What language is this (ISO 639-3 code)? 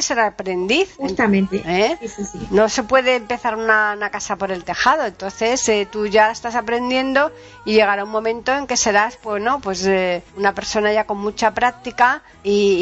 spa